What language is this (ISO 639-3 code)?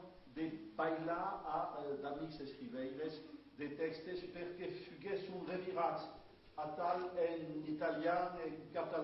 oci